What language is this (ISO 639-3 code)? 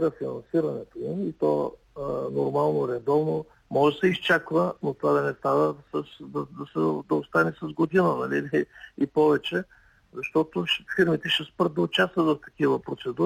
bul